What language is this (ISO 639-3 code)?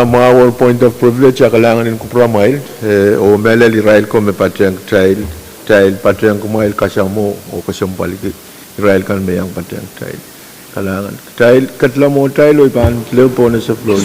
pon